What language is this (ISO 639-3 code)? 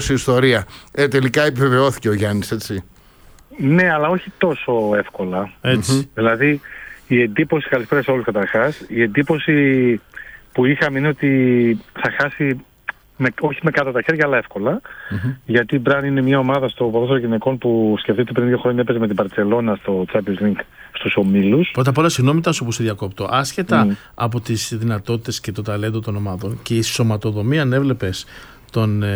ell